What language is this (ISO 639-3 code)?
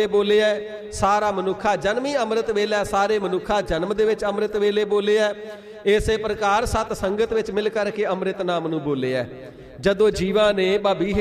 pan